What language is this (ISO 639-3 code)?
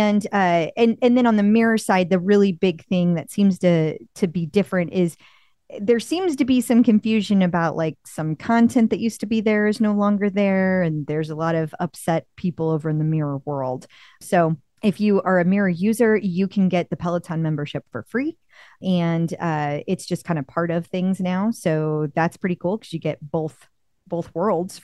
eng